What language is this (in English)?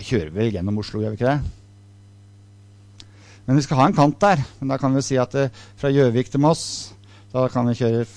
Norwegian